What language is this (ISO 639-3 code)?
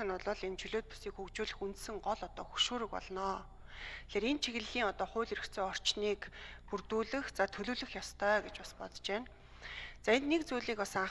mon